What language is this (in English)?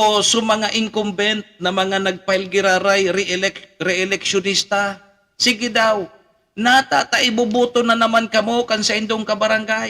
Bikol